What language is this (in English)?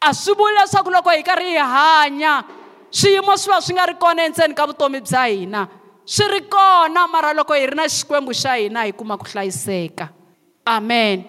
Tsonga